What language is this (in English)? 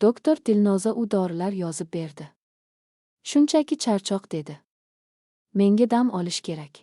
Uzbek